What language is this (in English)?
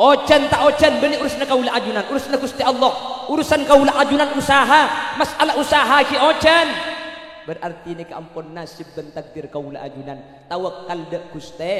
Madurese